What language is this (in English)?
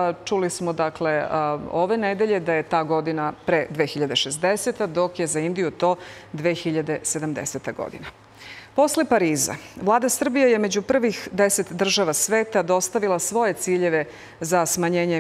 Serbian